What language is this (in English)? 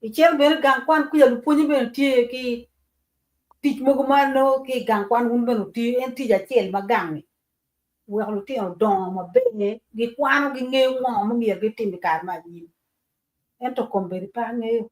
Acoli